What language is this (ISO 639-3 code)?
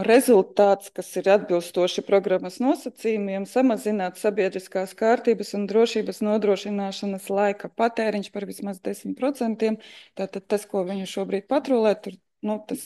lav